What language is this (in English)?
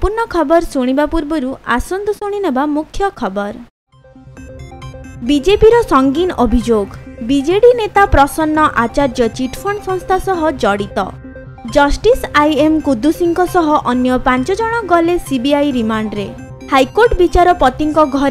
Odia